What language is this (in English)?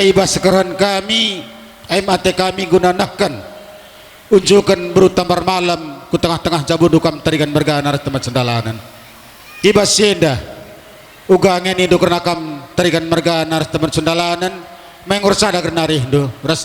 Batak Karo